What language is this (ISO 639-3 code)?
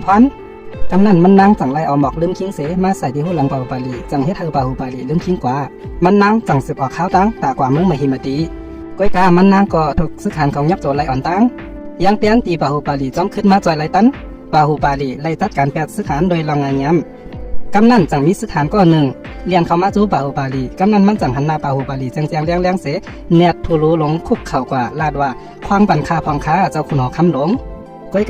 shn